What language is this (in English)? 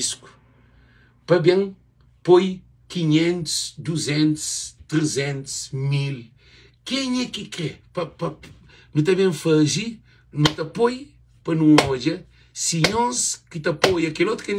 Kabuverdianu